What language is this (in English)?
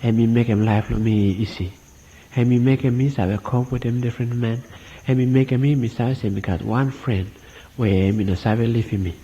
Bislama